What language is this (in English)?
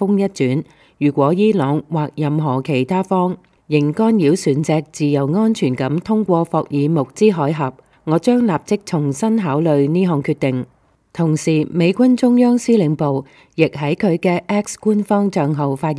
Cantonese